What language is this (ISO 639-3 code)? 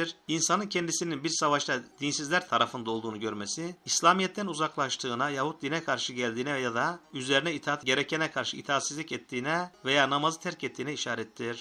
tur